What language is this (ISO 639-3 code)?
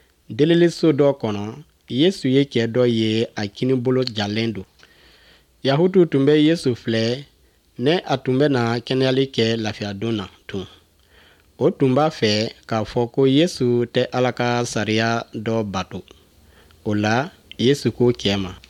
bam